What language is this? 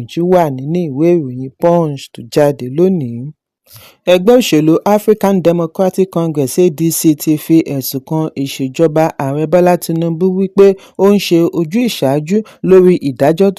Yoruba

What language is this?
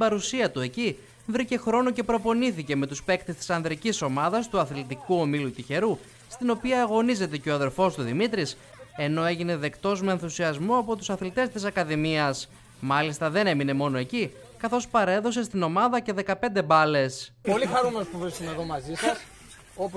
Greek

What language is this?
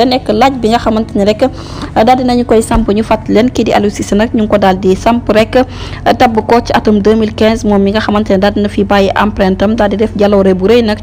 Wolof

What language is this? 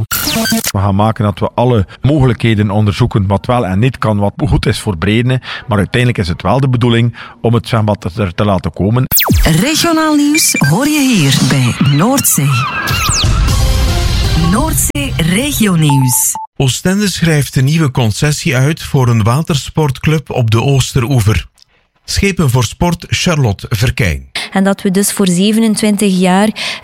Dutch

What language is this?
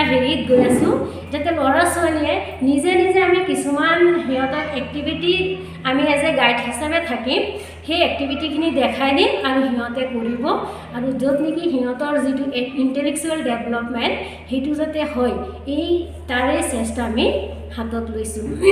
Assamese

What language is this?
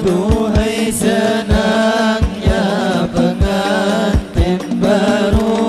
Banjar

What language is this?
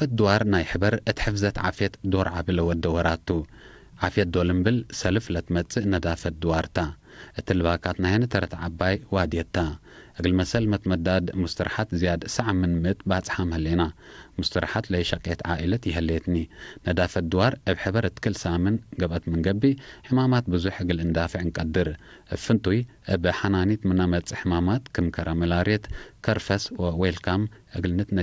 Tigre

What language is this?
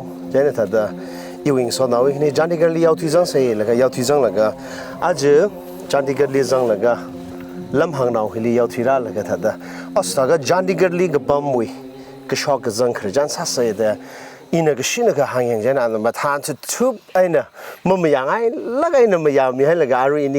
Tangkhul Naga (India)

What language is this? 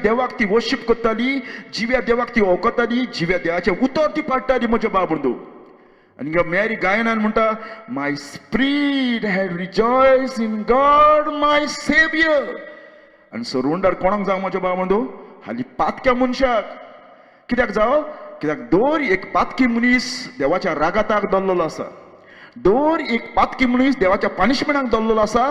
Konkani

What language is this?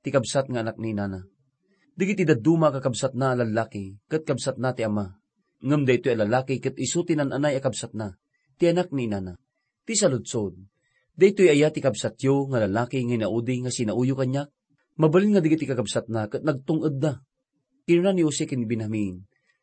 Iloko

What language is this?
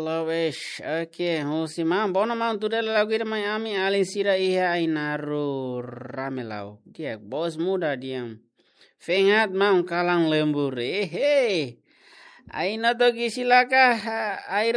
Tetum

